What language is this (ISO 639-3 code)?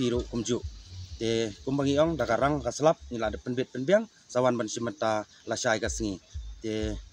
kha